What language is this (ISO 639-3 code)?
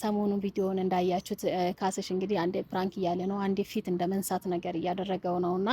amh